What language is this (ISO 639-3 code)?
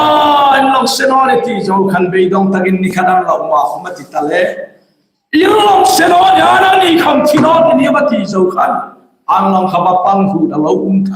hmr